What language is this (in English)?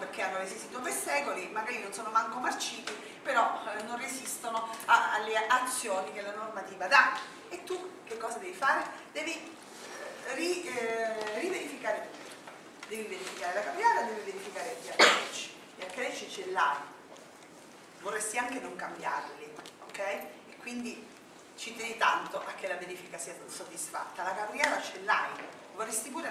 Italian